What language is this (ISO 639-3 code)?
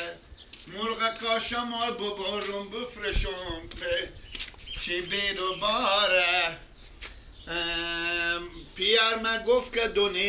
fas